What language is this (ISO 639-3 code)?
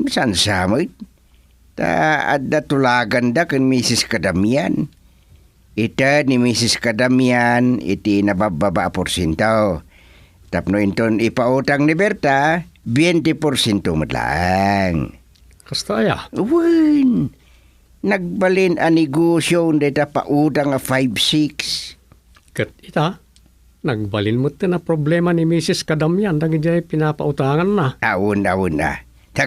ilo